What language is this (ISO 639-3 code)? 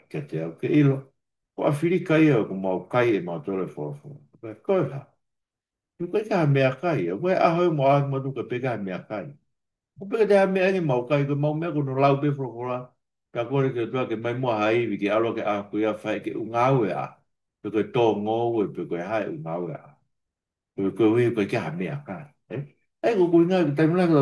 ton